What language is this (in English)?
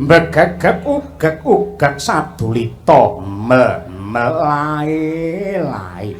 Javanese